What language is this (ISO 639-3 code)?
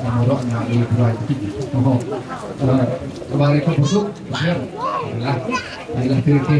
cmo